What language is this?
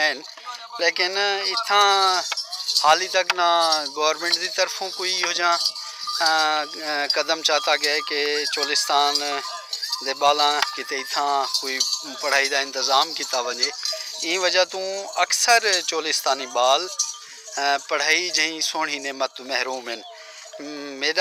Saraiki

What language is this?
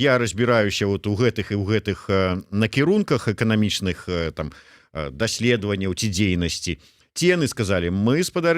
Belarusian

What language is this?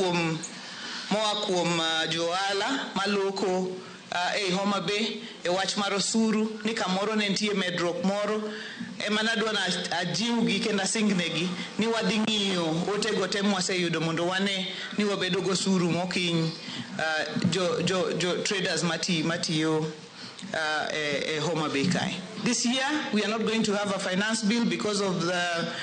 Luo (Kenya and Tanzania)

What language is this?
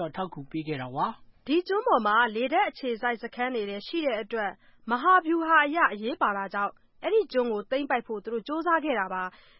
Burmese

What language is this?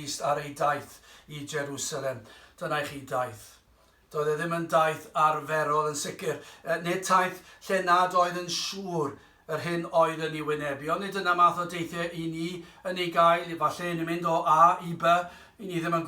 Welsh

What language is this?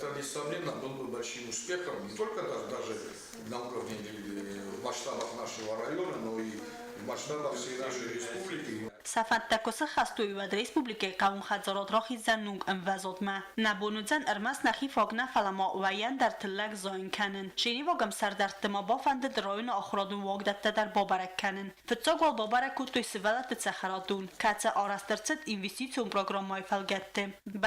Ossetic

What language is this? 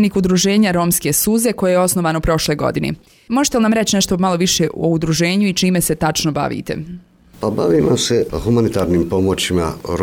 Serbian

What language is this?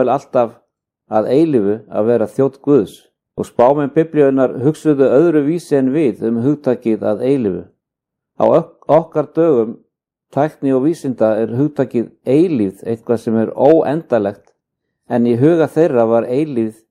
Icelandic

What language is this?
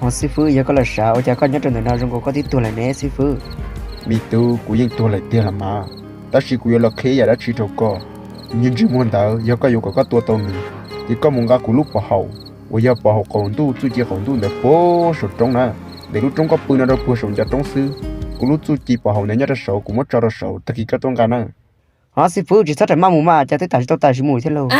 Hmong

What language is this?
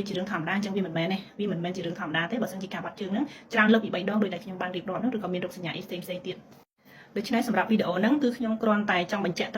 Khmer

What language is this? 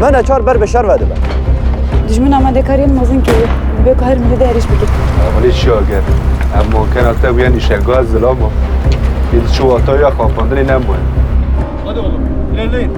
Kurdish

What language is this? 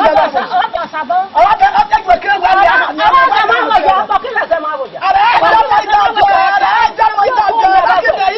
Esan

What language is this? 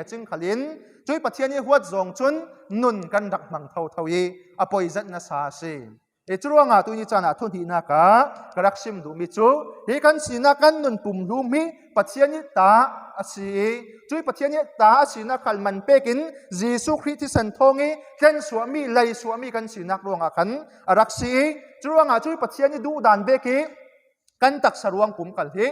Falam Chin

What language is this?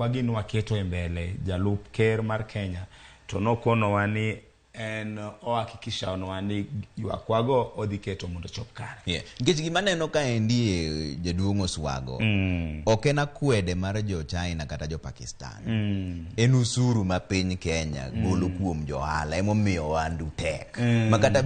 Luo (Kenya and Tanzania)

